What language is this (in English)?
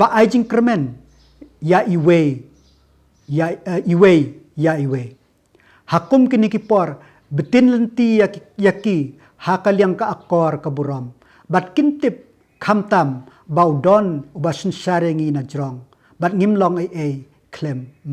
Khasi